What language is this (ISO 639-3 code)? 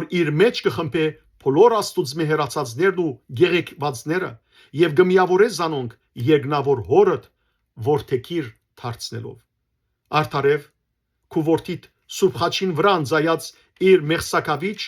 hyw